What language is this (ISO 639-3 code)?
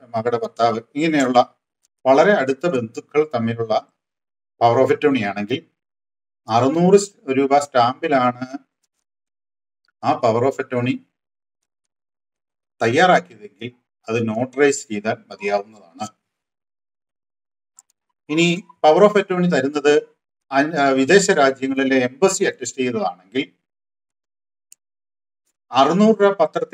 mal